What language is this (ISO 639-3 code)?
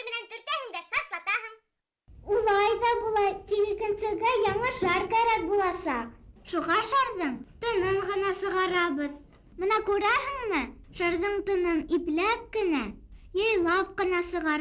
bak